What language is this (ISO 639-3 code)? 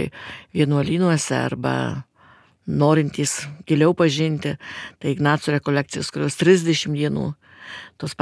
lit